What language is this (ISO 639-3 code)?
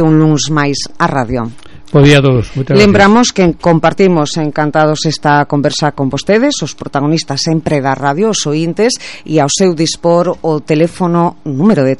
glg